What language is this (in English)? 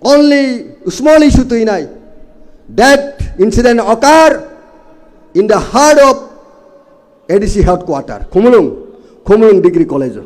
Kok Borok